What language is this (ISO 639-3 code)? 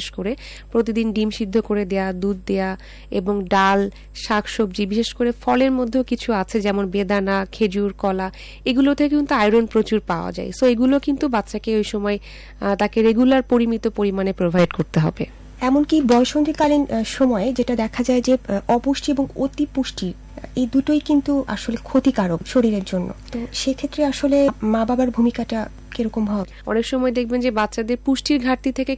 ben